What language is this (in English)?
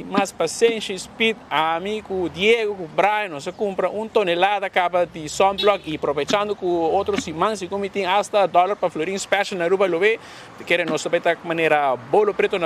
Papiamento